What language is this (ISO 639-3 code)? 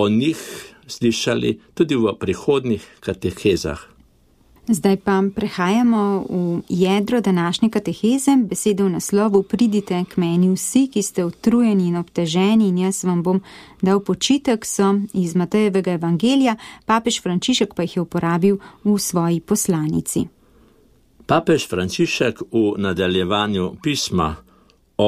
slv